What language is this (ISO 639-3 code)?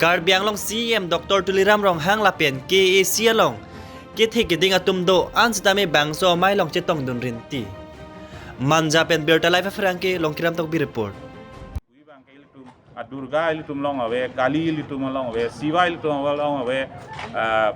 mjw